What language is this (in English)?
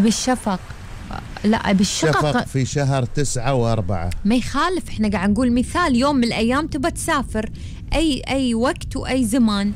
Gulf Arabic